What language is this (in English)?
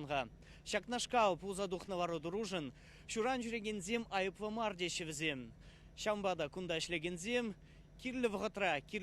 Chuvash